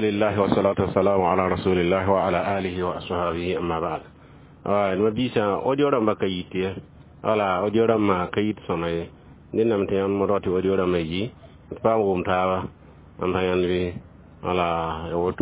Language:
Mossi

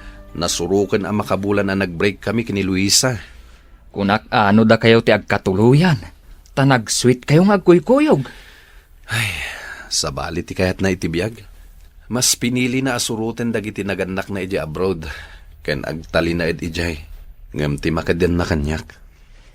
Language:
Iloko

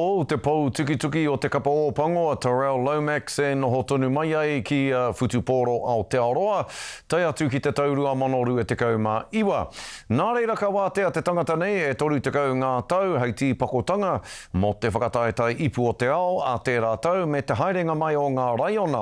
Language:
Māori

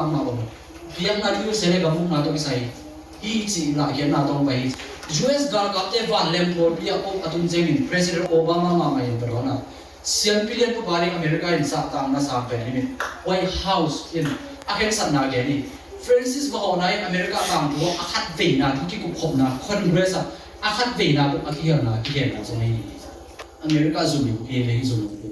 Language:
Tedim Chin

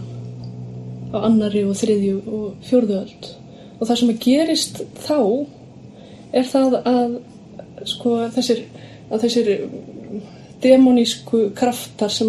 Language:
Icelandic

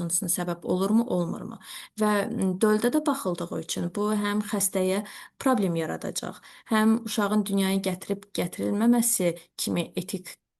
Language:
Azerbaijani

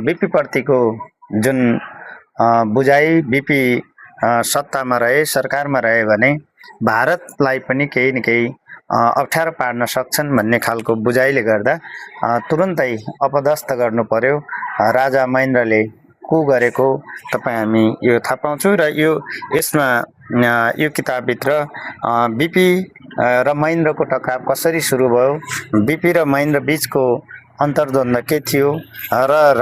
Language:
Nepali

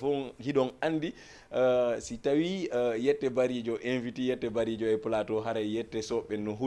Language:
Fula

